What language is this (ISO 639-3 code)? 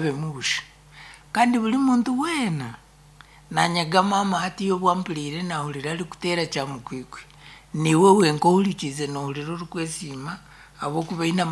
nyn